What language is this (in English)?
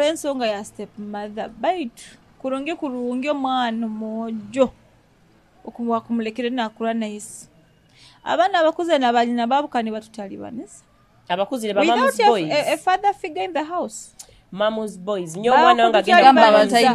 Nyoro